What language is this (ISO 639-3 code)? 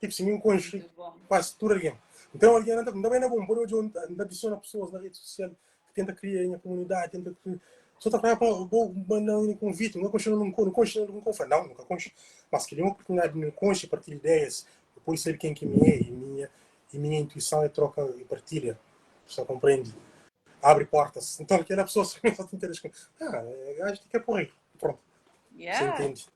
kea